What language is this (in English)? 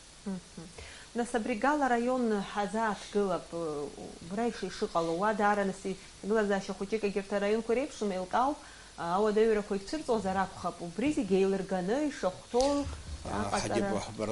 Abkhazian